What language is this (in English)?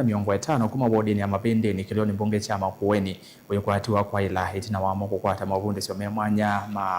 Kamba